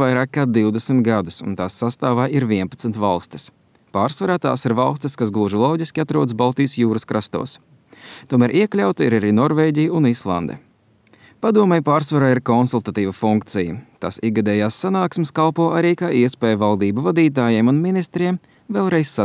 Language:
Latvian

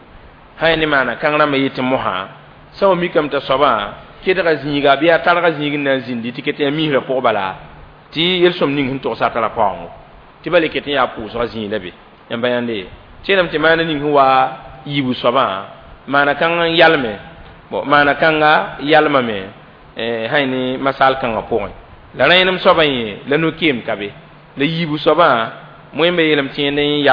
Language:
Mossi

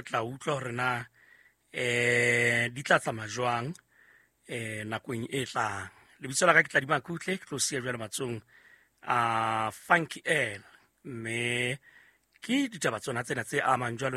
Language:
Southern Sotho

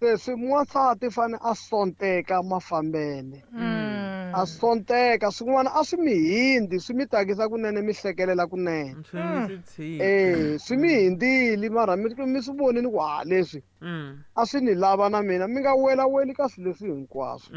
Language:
Tsonga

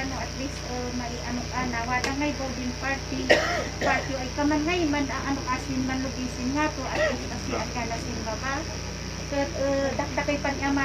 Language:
Kankanaey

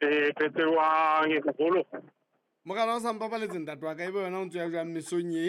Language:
Southern Sotho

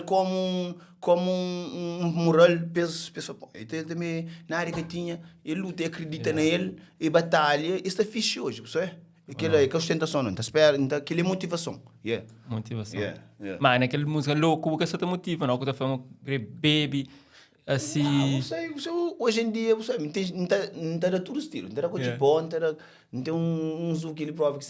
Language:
Kabuverdianu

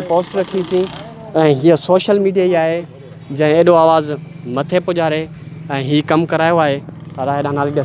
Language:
Sindhi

